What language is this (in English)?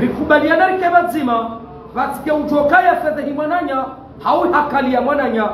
Ngazidja Comorian